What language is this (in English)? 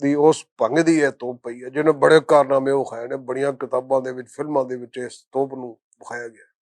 Western Panjabi